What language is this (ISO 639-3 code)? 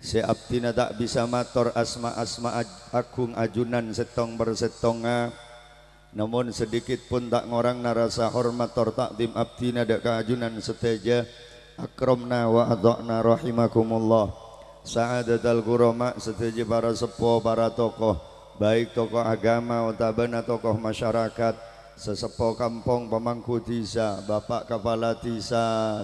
mad